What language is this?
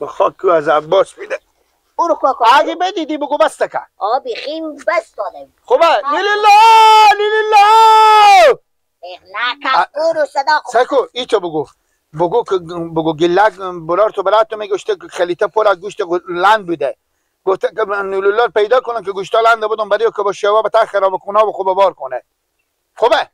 Persian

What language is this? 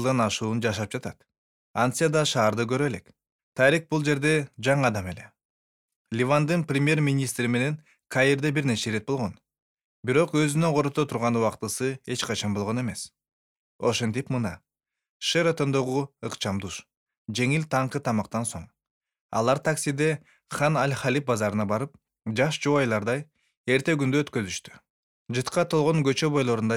Kyrgyz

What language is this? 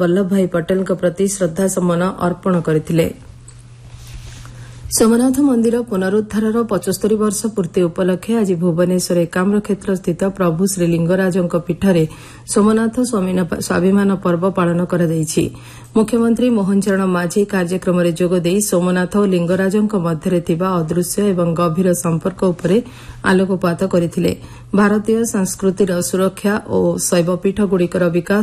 Odia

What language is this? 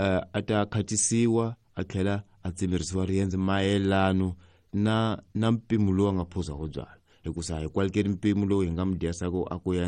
Tsonga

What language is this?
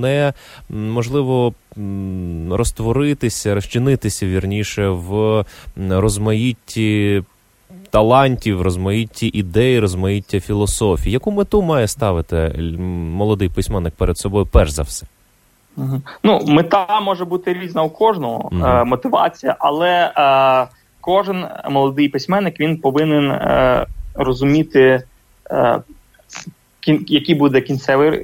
Ukrainian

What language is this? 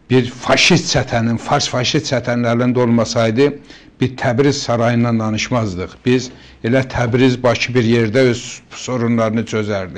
Azerbaijani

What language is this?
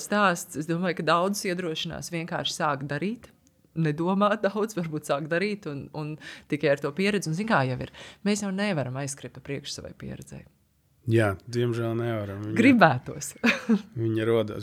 Latvian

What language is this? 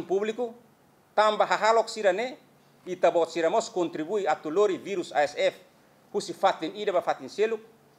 Tetum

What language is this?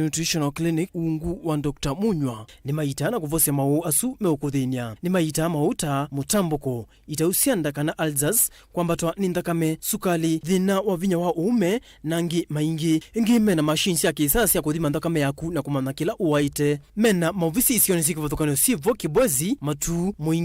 Kamba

